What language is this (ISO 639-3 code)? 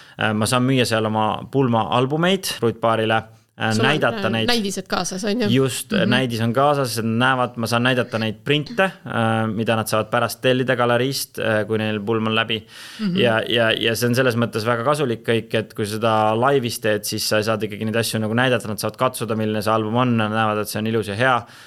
est